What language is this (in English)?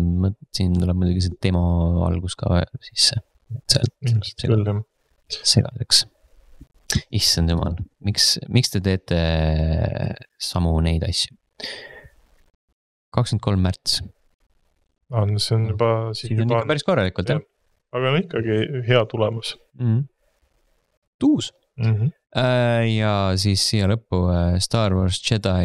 Estonian